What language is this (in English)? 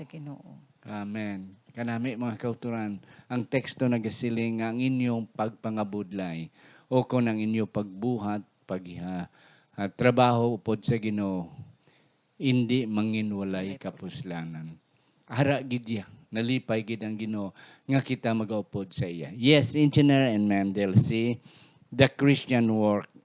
Hiligaynon